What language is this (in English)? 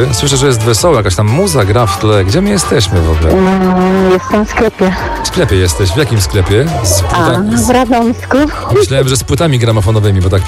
Polish